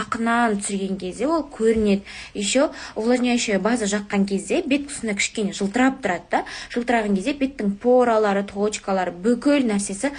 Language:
Kazakh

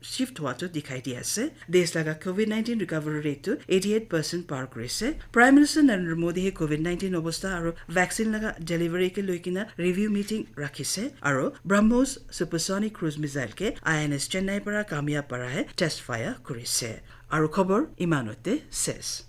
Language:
Naga Pidgin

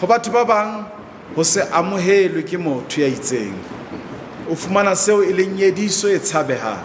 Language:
Southern Sotho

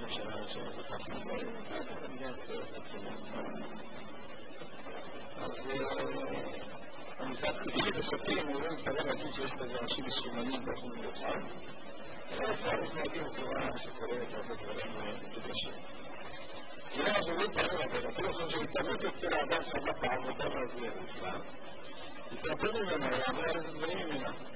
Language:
Hebrew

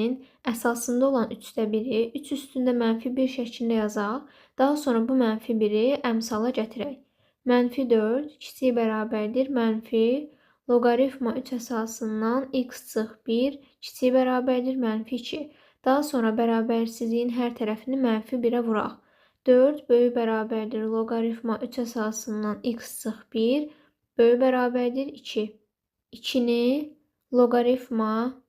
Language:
Azerbaijani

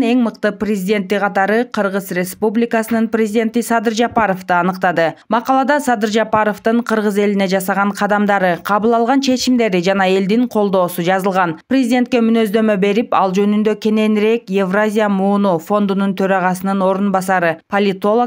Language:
Kyrgyz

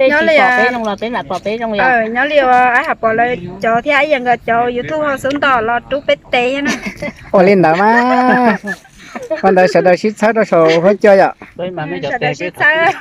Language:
Hmong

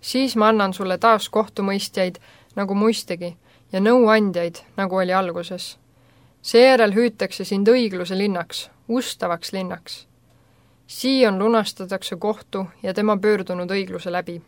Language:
Estonian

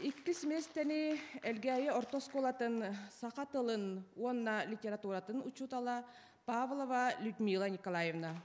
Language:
Yakut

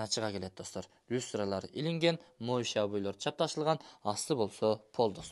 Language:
Kyrgyz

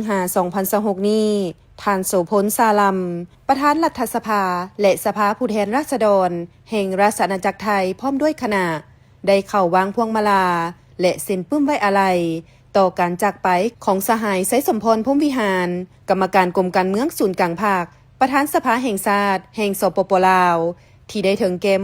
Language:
Lao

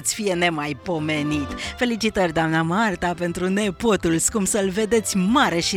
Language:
Romanian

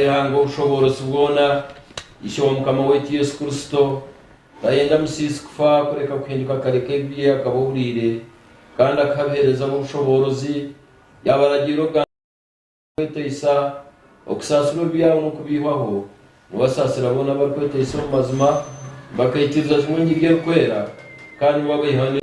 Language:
Nyankole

